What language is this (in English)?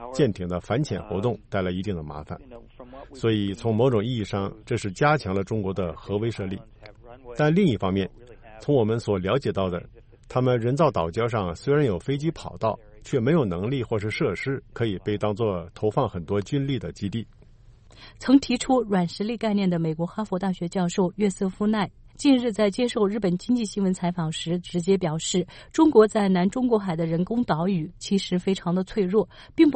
Chinese